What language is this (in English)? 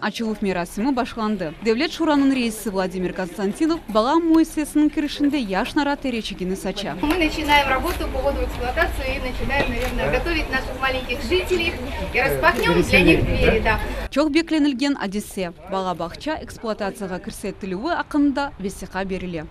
Crimean Tatar